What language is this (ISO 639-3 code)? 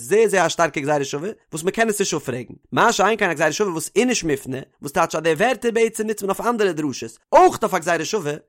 yid